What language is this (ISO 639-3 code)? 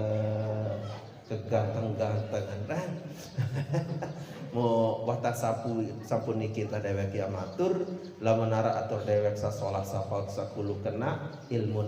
sas